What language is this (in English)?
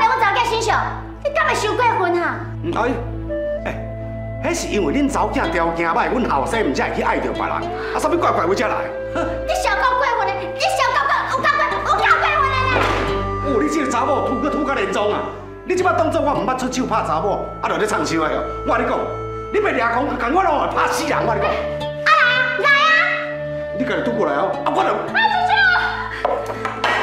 Min Nan Chinese